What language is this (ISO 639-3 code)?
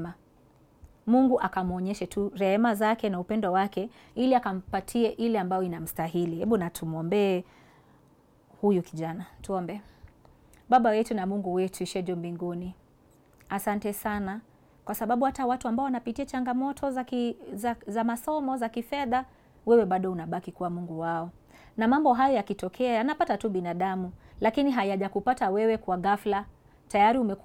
swa